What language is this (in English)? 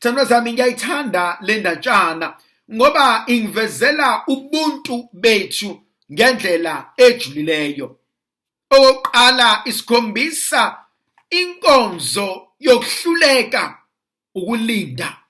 Zulu